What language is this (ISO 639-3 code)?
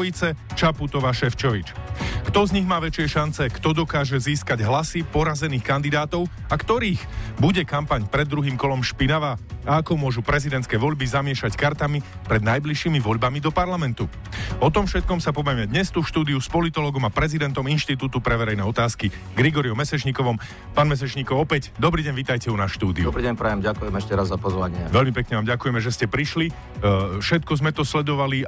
slk